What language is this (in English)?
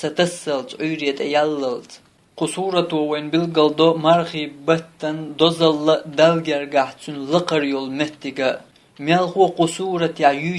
Chechen